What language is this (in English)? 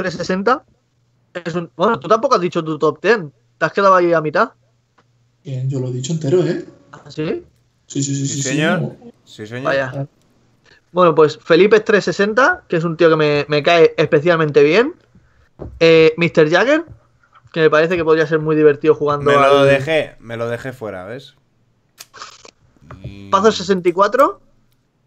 Spanish